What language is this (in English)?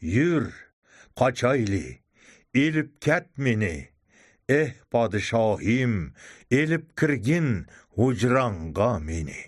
Uyghur